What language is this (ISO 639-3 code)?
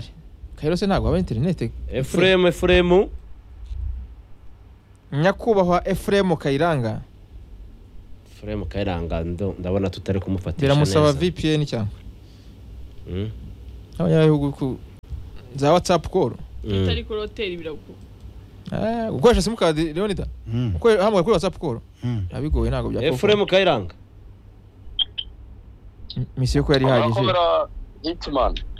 kin